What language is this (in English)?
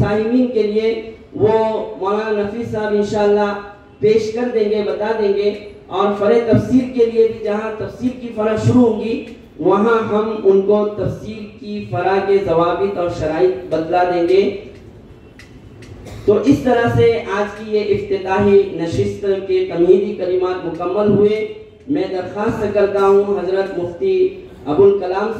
Urdu